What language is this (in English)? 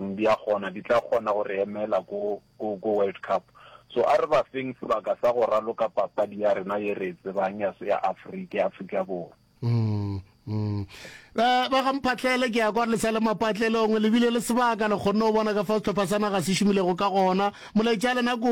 Northern Sotho